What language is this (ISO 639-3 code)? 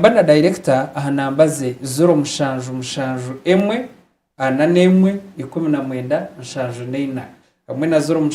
nyn